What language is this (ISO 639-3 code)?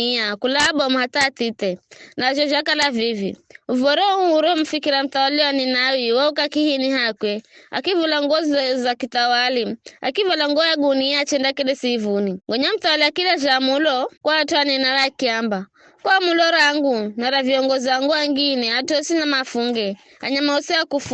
nyf